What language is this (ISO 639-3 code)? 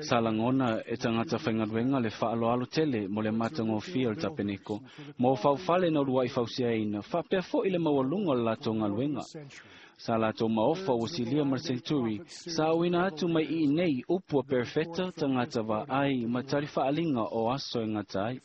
smo